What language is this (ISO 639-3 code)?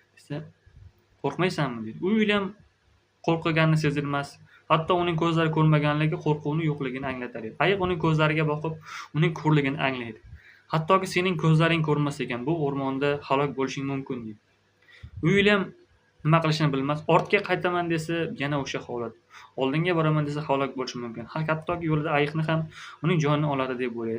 uzb